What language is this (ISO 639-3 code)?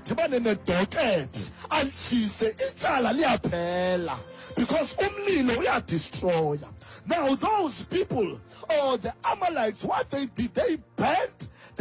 xho